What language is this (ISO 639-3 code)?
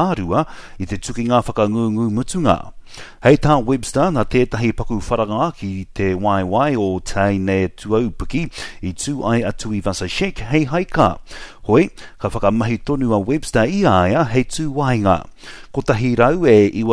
mri